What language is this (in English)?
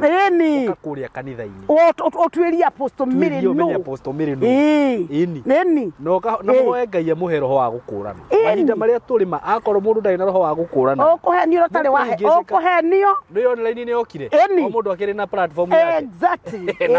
Kikuyu